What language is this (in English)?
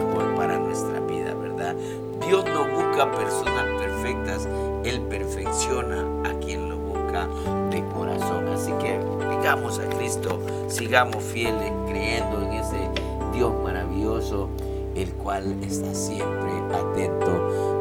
Spanish